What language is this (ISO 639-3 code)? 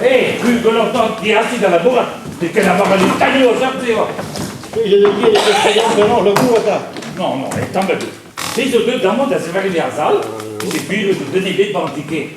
bre